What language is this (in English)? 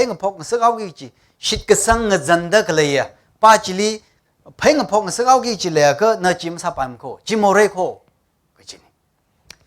Tangkhul Naga (India)